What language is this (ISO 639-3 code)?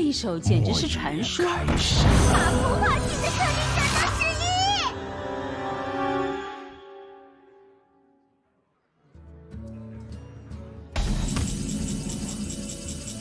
zho